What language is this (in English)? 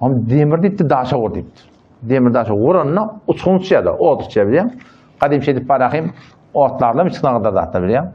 Turkmen